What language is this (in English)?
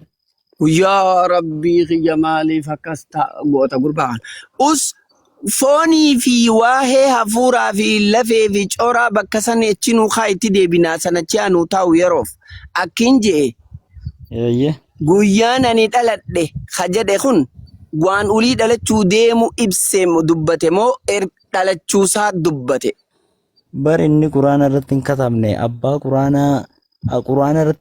Oromo